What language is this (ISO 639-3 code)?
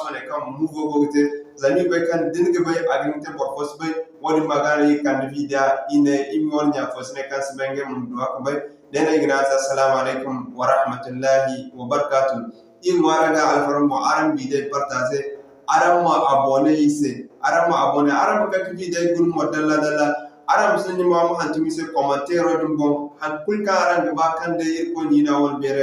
dje